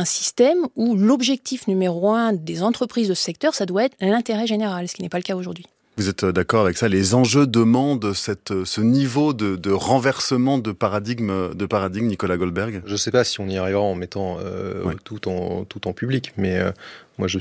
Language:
French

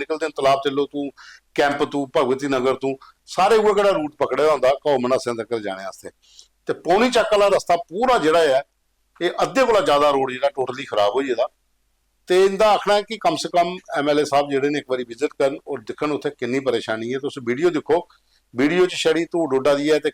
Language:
Dogri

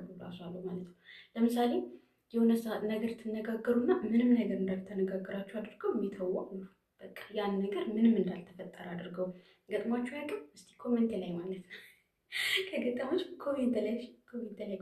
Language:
Amharic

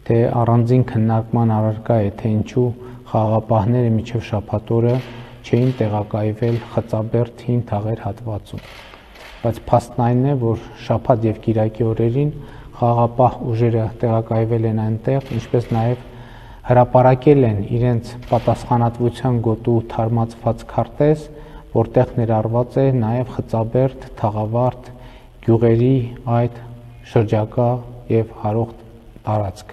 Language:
Armenian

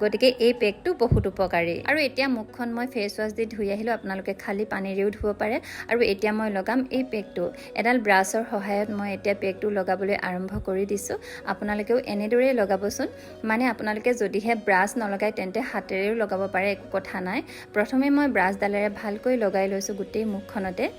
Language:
Assamese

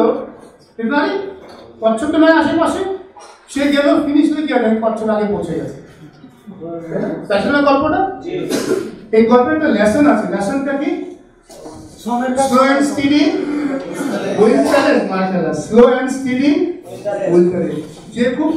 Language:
Bangla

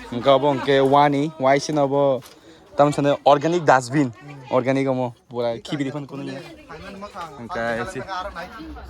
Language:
Kok Borok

